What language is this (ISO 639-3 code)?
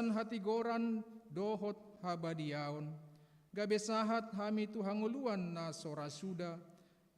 bbc